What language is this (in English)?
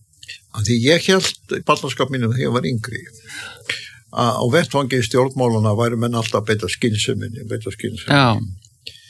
Icelandic